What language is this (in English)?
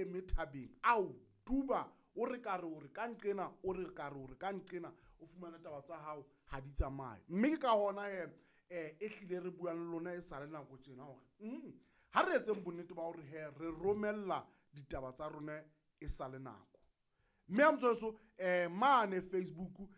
Southern Sotho